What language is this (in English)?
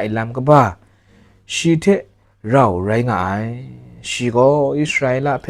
Kachin